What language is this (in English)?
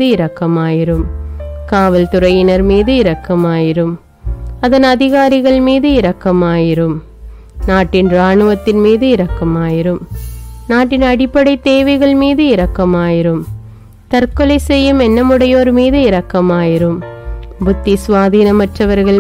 Tamil